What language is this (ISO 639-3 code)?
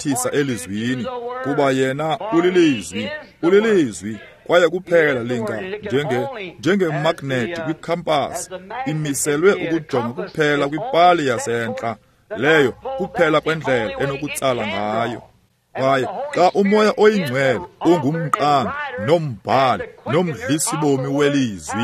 xho